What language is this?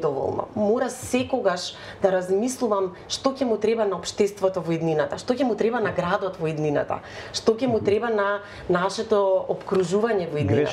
Macedonian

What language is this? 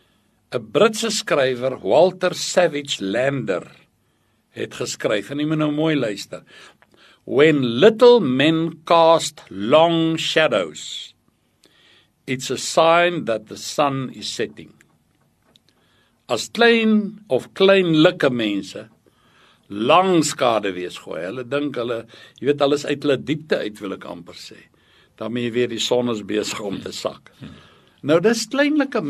Afrikaans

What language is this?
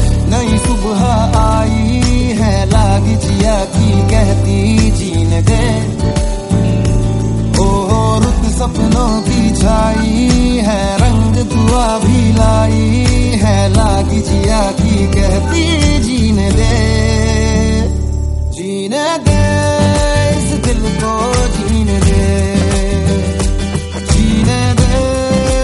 Hindi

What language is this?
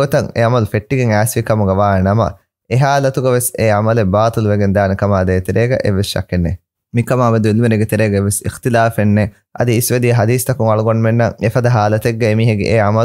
Divehi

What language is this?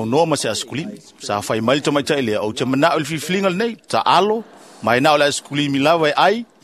Samoan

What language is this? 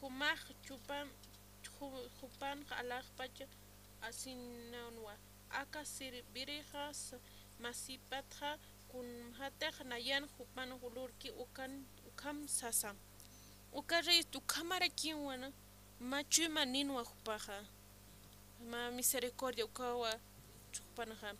Aymara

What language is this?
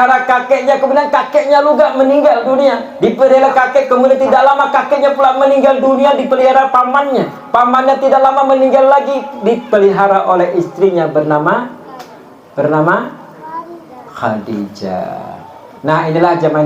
Banjar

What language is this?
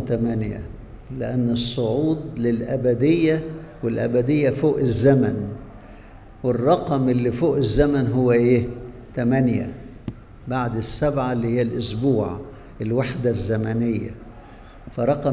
Egyptian Arabic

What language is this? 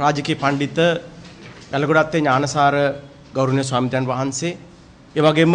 Sinhala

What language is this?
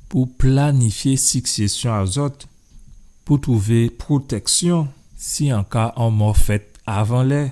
Guadeloupean Creole French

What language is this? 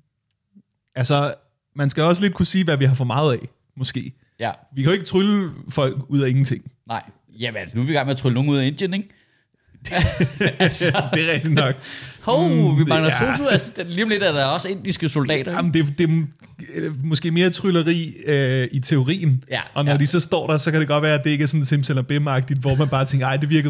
Danish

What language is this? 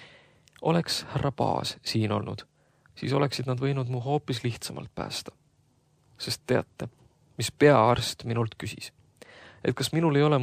Estonian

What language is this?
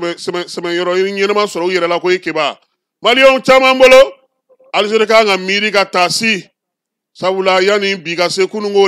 Bambara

